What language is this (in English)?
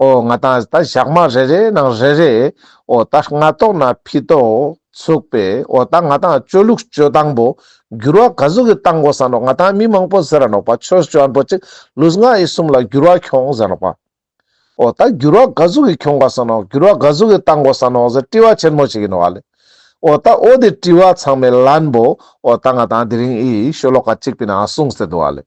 Ladakhi